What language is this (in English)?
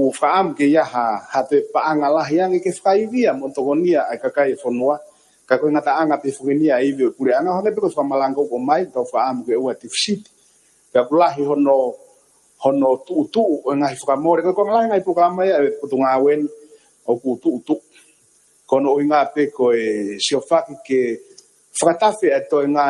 Tongan